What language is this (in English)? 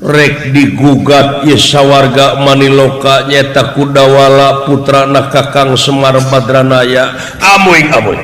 Sundanese